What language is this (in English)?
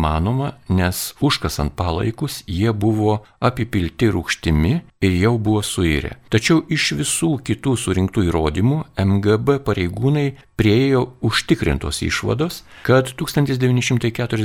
Lithuanian